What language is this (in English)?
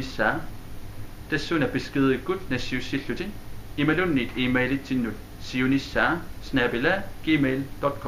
Kalaallisut